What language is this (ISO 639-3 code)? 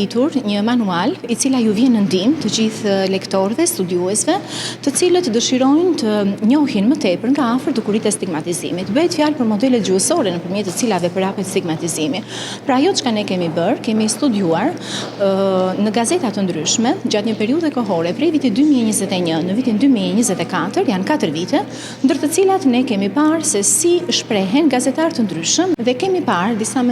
sqi